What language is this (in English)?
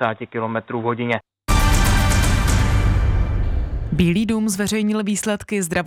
Czech